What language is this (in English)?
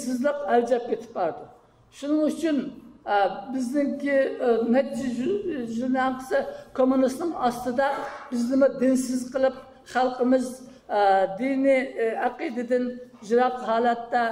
Uyghur